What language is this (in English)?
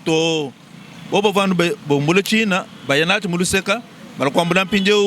Luba-Lulua